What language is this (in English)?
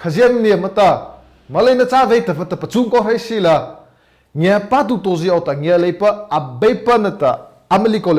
Mara Chin